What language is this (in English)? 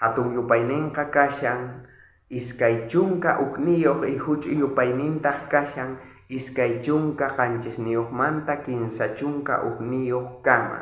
South Bolivian Quechua